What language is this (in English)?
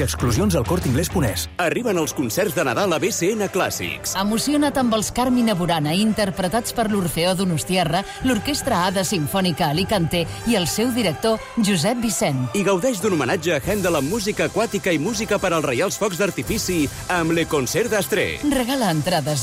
Catalan